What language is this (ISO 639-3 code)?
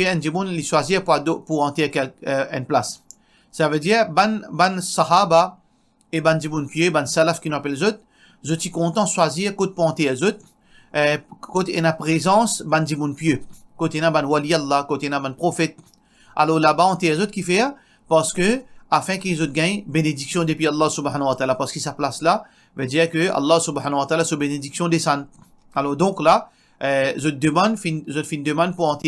mfe